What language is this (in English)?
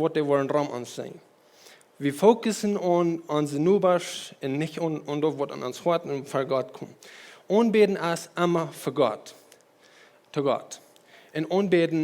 Plautdietsch